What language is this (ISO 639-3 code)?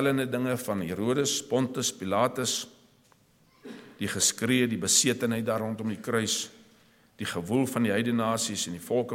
afr